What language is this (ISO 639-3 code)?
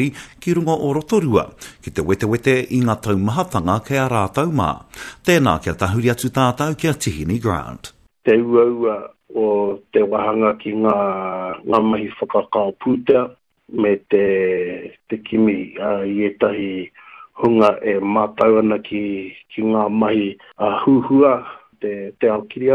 mri